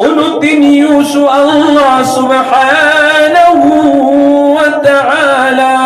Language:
Maranao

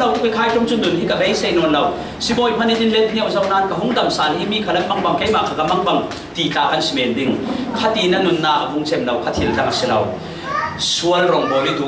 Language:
Falam Chin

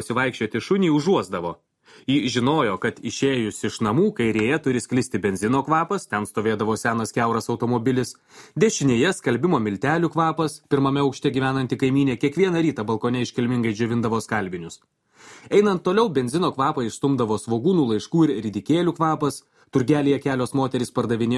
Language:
Lithuanian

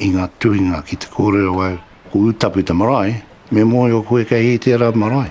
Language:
Māori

